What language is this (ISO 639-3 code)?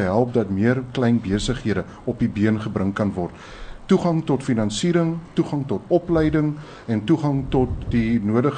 afr